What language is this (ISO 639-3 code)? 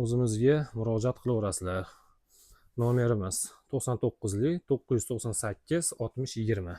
uzb